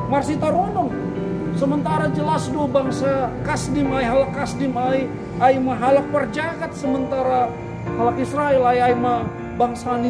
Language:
Batak Simalungun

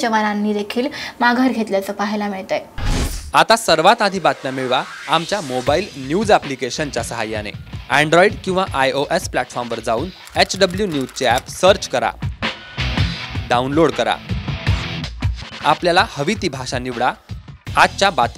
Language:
Marathi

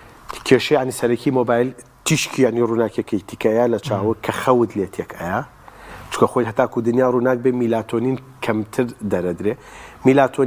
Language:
Central Kurdish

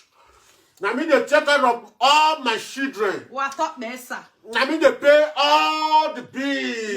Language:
Nigerian Pidgin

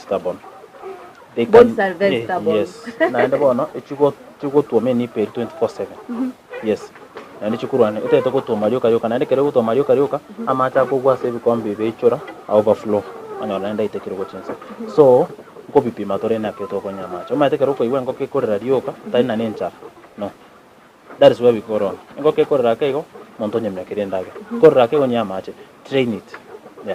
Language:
Gusii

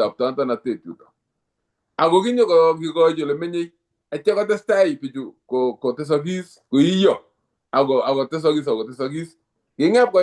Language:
Kalenjin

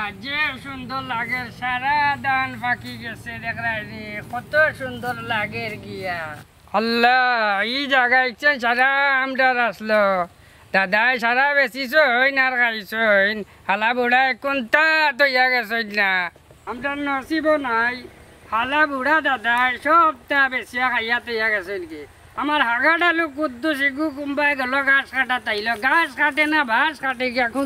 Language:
Sylheti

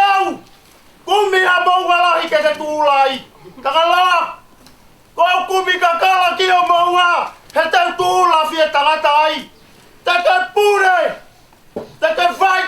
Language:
Tongan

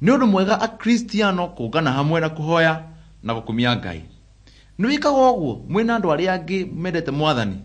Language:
Kikuyu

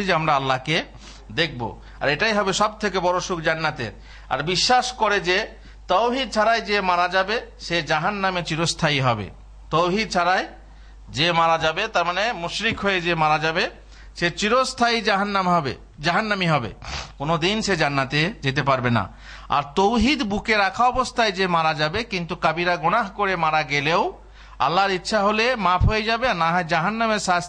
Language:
Bangla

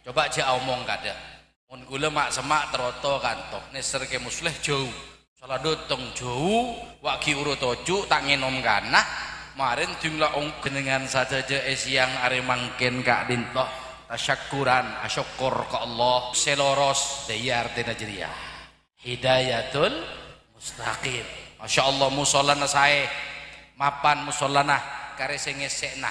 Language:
Madurese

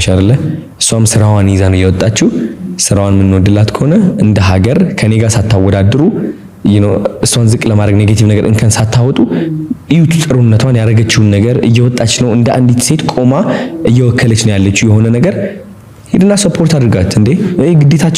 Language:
Amharic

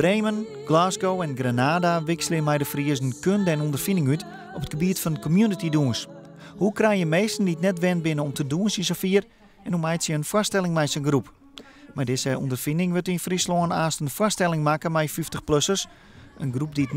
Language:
Western Frisian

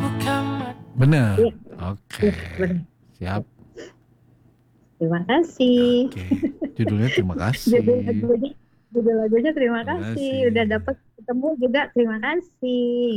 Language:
Indonesian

